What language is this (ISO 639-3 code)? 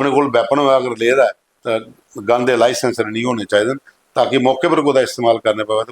doi